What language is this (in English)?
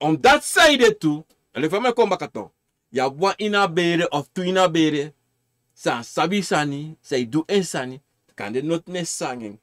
Sranan Tongo